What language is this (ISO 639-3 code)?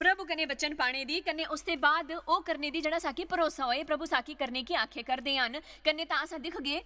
doi